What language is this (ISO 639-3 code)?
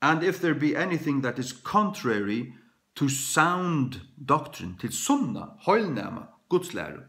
fao